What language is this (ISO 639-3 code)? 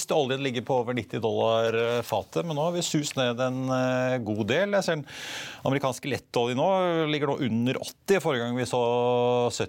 nor